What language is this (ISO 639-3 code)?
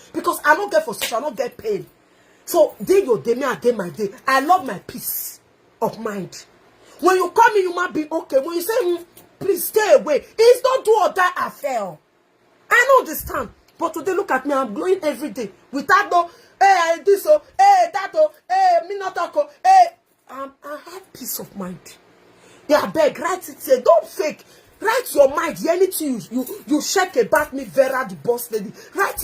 pcm